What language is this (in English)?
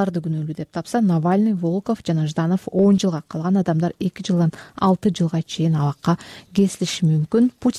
Kyrgyz